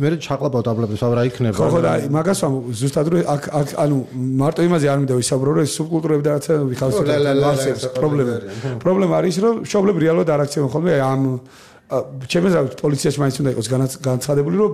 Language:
Georgian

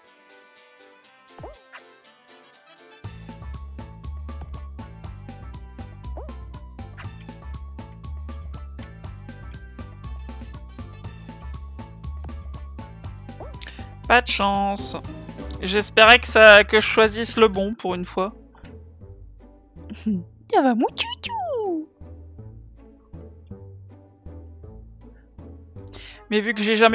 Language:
French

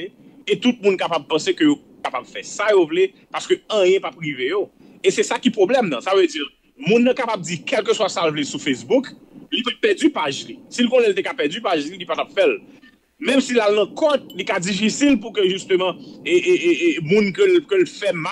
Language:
Haitian Creole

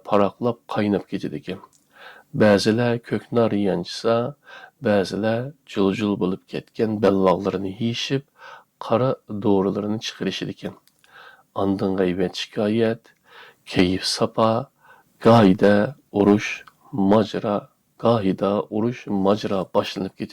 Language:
Uyghur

